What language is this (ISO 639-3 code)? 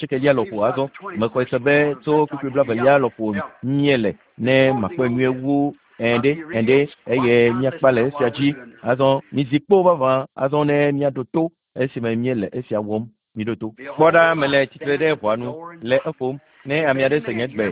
ewe